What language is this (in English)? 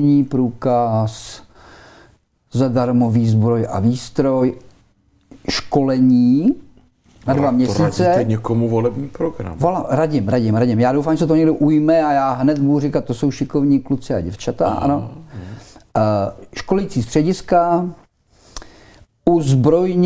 Czech